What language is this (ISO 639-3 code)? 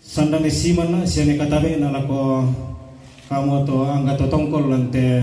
sda